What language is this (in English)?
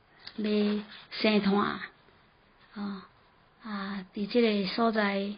Min Nan Chinese